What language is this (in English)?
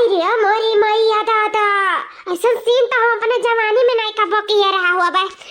Awadhi